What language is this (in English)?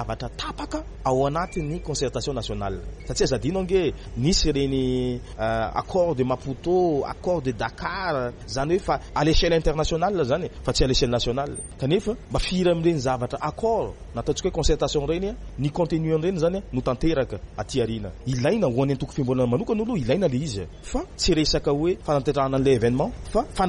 Malagasy